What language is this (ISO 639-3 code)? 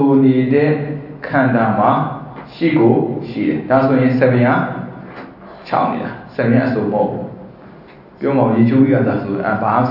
mya